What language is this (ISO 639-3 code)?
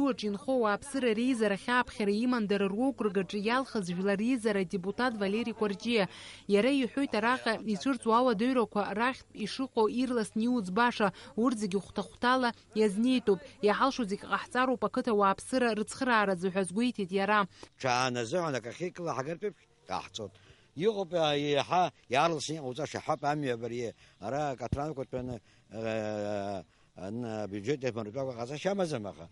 abk